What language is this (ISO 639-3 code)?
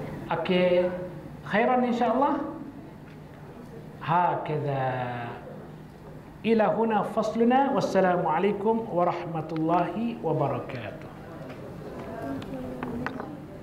msa